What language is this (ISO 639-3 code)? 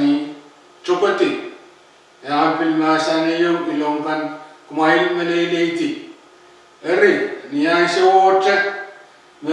pon